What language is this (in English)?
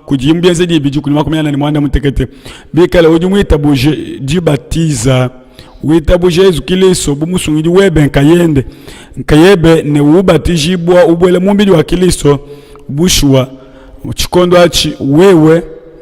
Luba-Lulua